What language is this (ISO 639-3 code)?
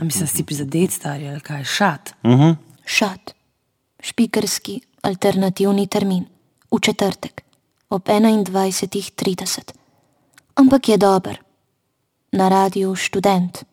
slv